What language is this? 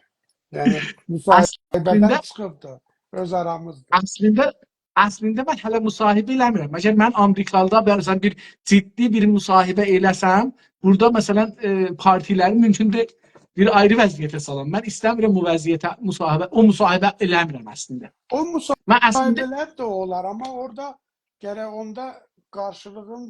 South Azerbaijani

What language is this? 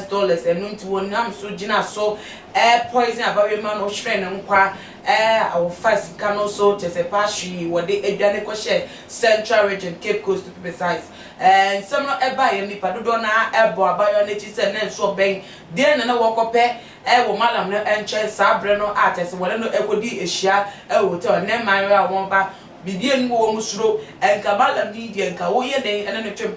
Akan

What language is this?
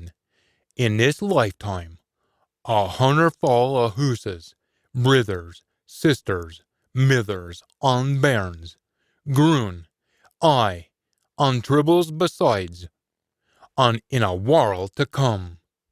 Scots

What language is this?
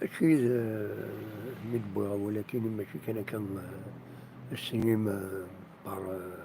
Kabyle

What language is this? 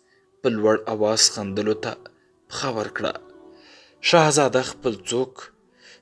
Pashto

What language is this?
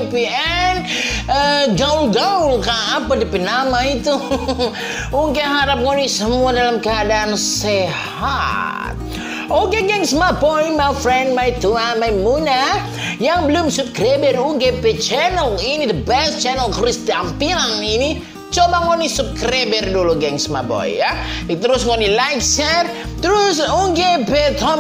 Manado Malay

